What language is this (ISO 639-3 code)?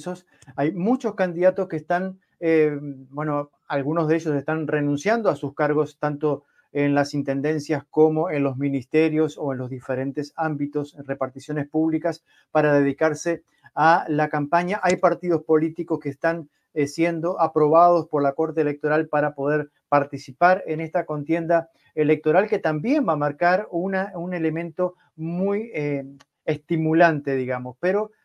spa